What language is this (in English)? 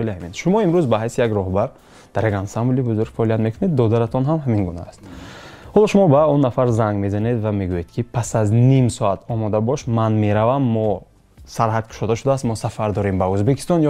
Tajik